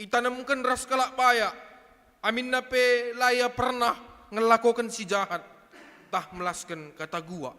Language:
Batak Karo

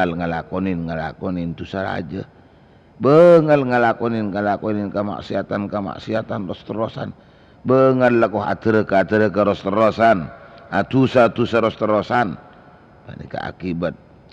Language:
Madurese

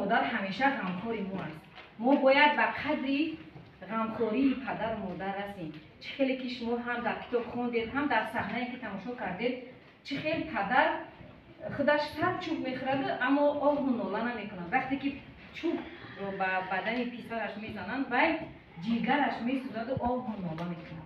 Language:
Tajik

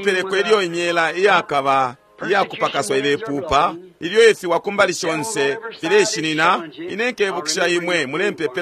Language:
Bemba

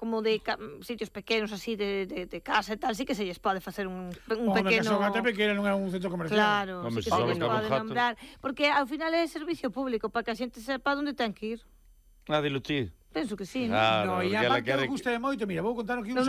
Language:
Galician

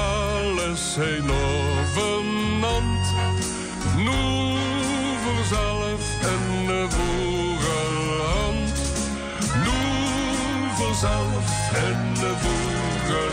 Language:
Limburgish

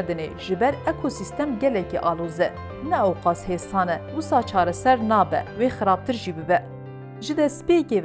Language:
Kurdish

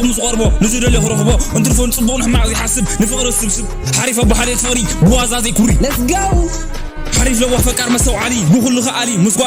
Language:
Tigrinya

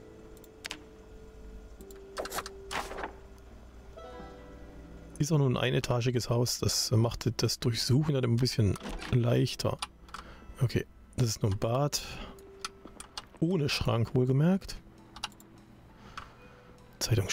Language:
German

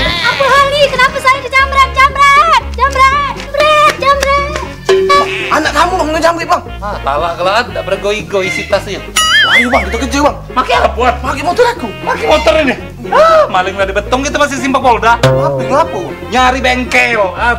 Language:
Musi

